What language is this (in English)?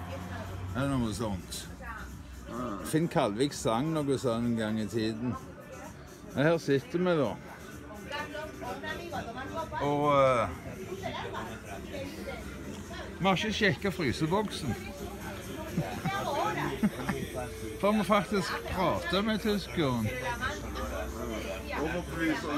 Norwegian